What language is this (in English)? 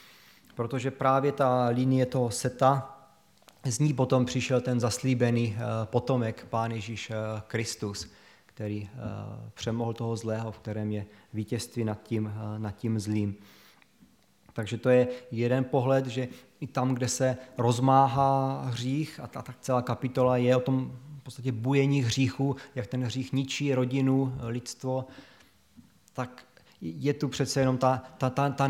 Czech